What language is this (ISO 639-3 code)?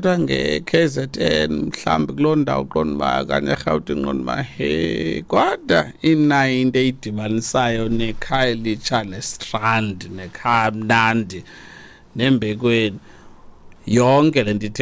xho